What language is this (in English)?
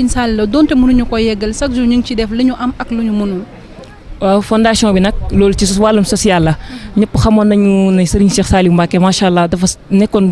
Wolof